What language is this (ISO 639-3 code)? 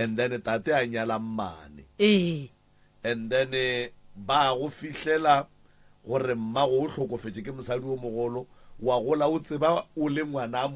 nso